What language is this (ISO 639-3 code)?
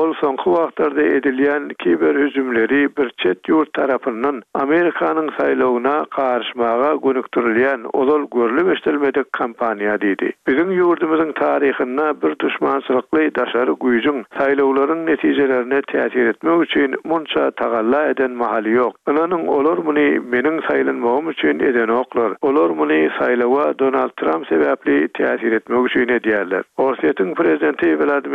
tuk